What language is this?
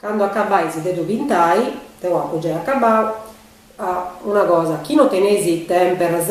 Sardinian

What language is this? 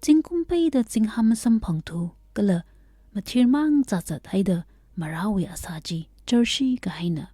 Tangkhul Naga (India)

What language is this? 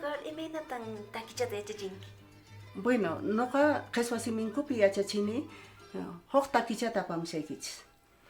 Quechua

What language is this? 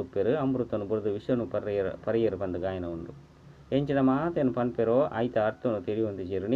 Tulu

